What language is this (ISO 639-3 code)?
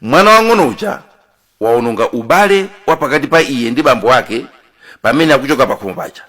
nya